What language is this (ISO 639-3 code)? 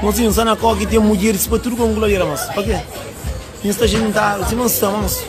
kea